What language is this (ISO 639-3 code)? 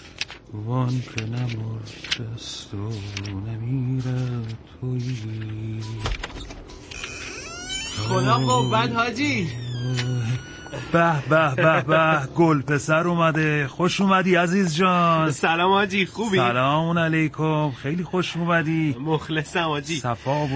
fas